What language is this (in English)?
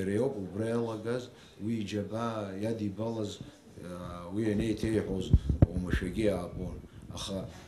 Abkhazian